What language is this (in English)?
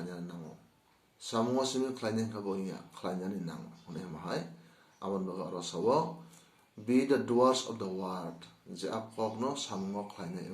Kok Borok